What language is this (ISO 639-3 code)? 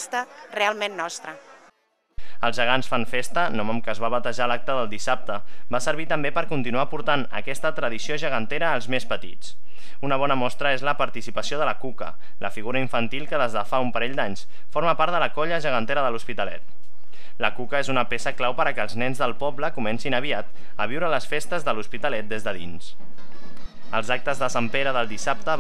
cat